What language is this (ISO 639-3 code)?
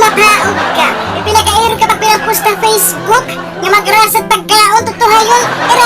war